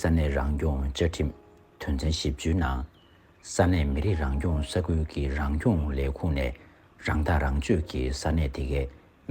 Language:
Tibetan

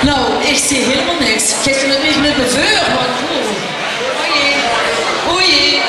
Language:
Limburgish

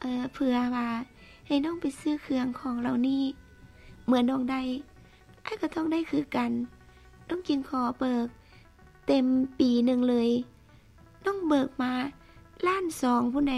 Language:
Lao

